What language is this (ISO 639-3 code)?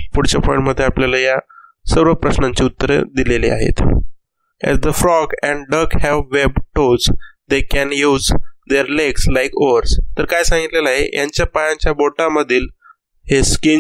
mar